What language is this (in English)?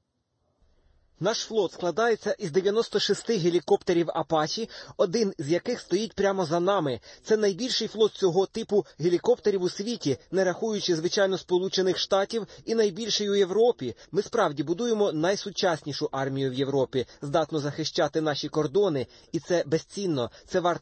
Ukrainian